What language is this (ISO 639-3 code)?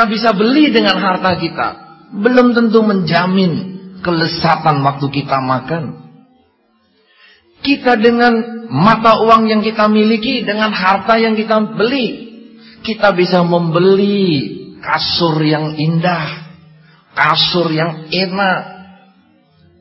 ind